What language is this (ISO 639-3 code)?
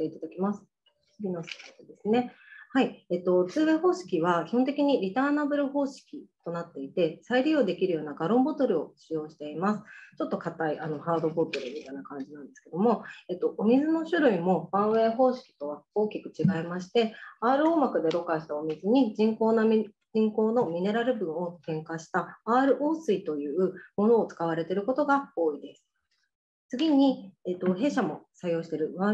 jpn